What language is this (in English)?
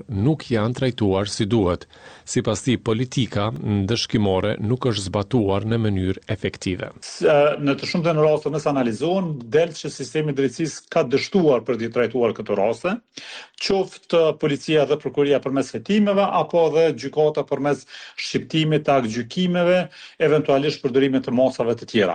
Albanian